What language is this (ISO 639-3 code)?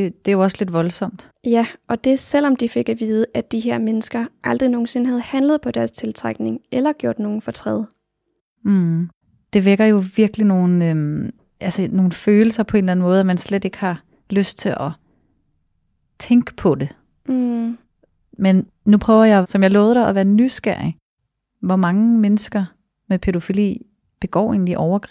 dan